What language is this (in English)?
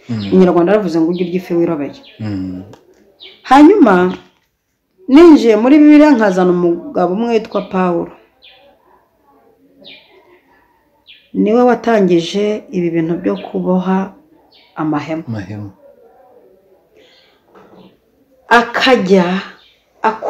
Kinyarwanda